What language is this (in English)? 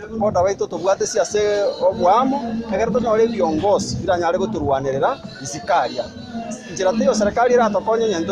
Gusii